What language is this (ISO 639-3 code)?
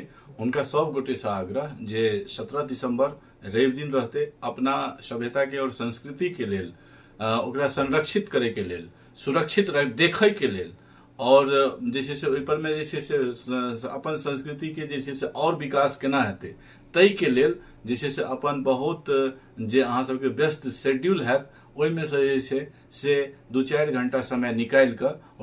mai